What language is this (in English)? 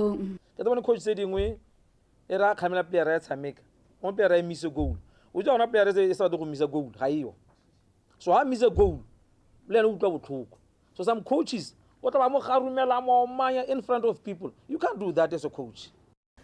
Tswana